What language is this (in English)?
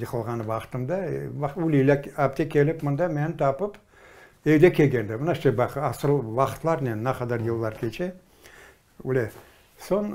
Crimean Tatar